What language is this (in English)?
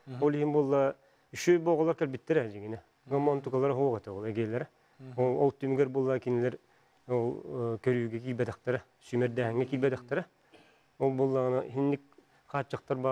Yakut